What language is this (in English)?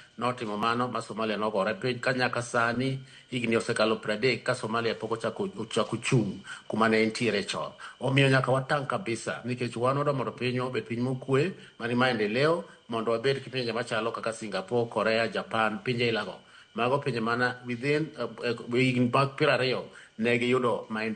Luo (Kenya and Tanzania)